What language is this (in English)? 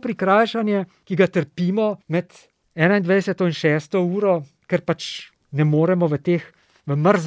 Slovenian